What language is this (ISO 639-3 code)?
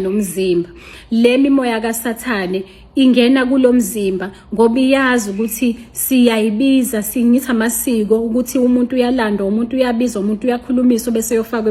zul